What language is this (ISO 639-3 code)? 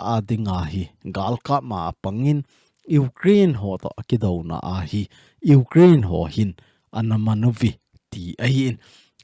tcz